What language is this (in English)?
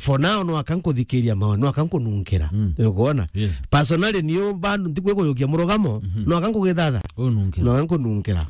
Meru